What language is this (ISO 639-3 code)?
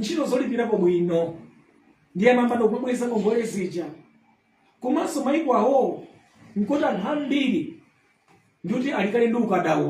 nya